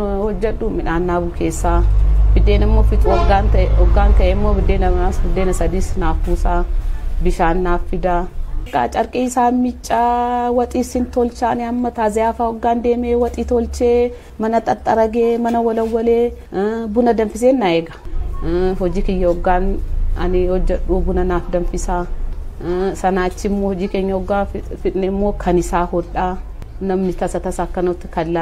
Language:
Oromo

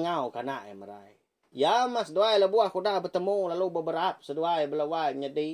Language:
Iban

